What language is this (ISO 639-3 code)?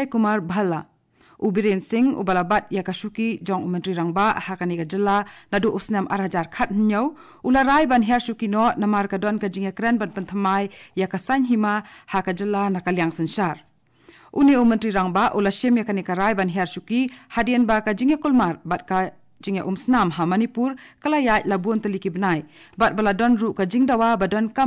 kha